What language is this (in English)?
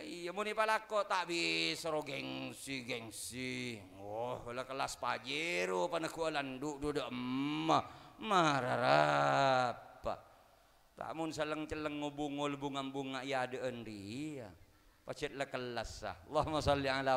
Madurese